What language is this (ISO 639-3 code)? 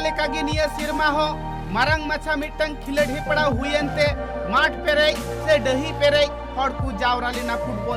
sat